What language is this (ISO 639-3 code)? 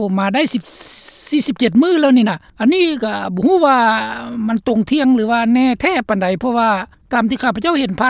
lao